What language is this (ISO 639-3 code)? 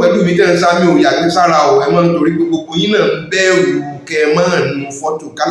yor